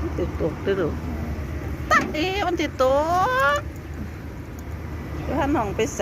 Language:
Lao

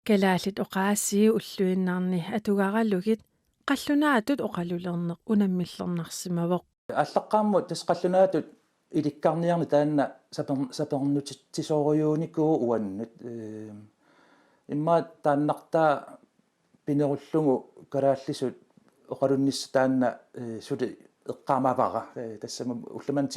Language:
Kalaallisut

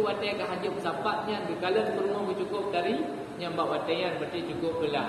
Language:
Achinese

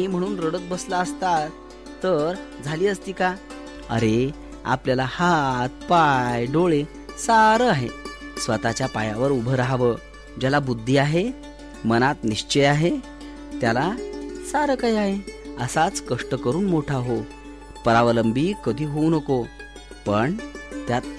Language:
Marathi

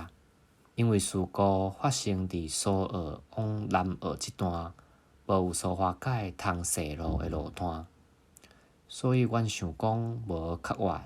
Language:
Min Nan Chinese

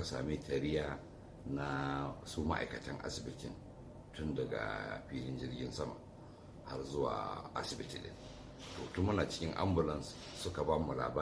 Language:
Hausa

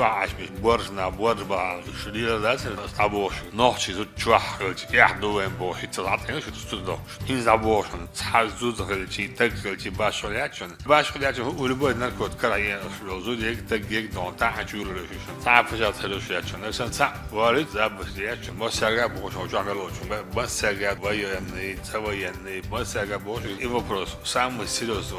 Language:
Chechen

